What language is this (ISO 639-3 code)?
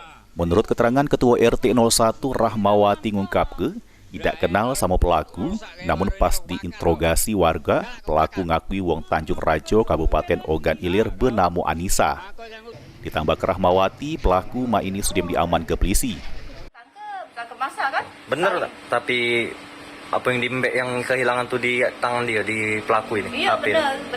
mui